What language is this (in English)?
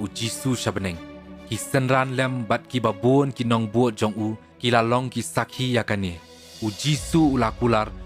Khasi